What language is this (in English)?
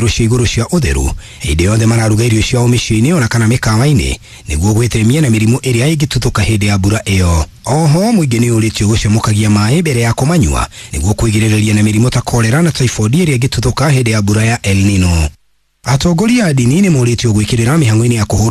Kikuyu